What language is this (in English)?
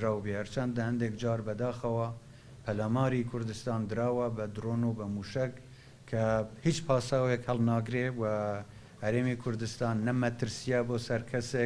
Central Kurdish